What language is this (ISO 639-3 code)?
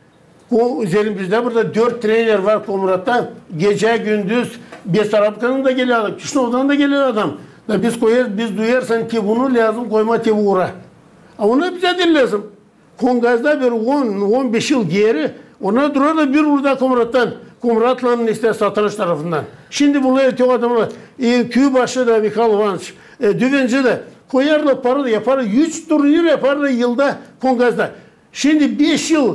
gag